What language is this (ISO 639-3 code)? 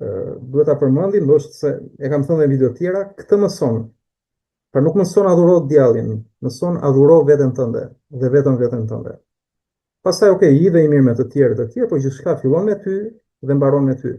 sqi